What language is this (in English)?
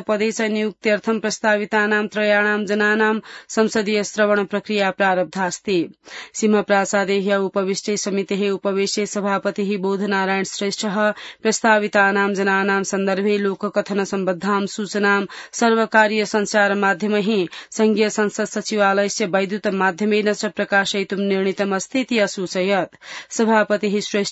Sanskrit